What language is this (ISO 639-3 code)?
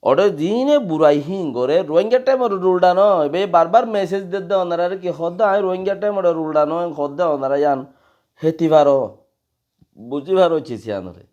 rhg